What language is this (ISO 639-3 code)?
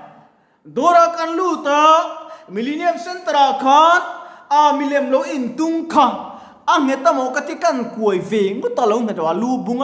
lus